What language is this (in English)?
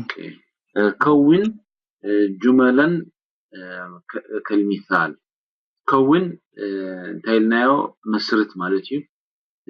Tigrinya